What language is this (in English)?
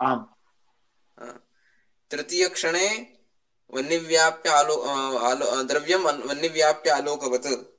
Sanskrit